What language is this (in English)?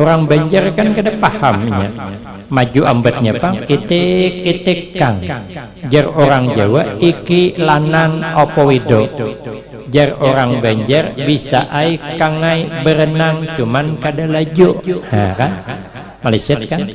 Banjar